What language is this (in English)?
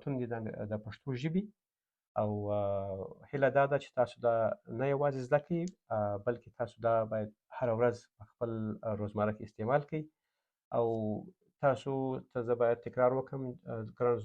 Pashto